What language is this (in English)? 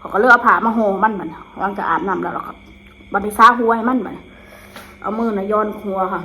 Northeastern Thai